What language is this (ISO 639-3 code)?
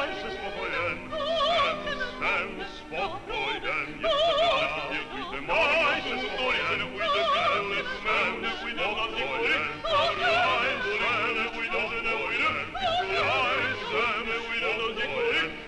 ces